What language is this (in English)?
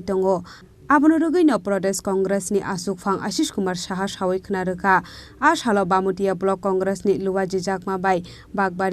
Kok Borok